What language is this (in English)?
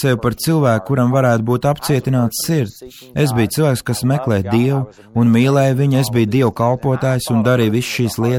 Latvian